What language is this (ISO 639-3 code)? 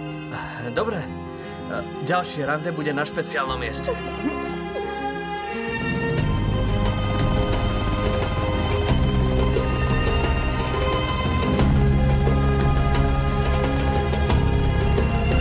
slk